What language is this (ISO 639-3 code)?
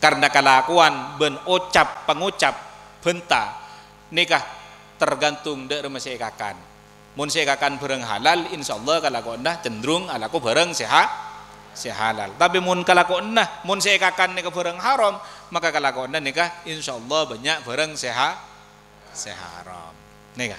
mad